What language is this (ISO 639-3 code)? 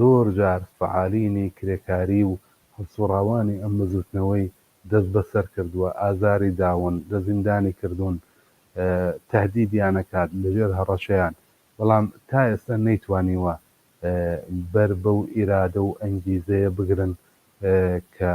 ckb